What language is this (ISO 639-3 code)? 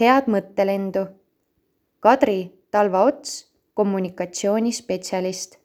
est